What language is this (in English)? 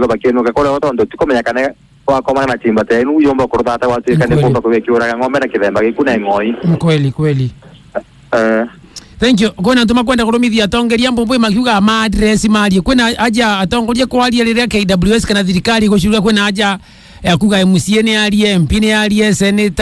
Meru